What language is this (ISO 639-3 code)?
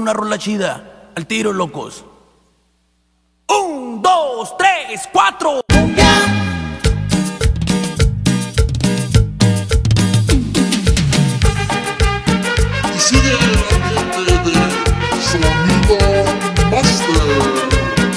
spa